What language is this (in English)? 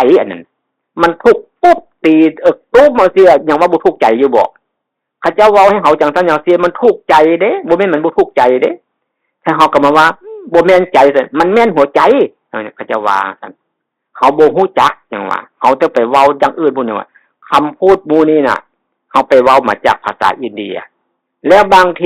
Northeastern Thai